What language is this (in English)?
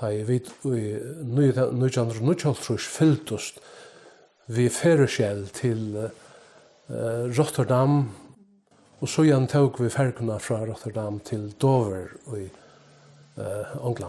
Faroese